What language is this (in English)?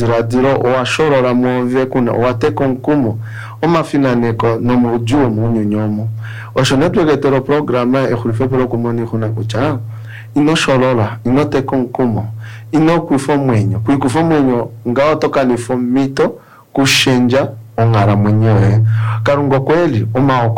Kuanyama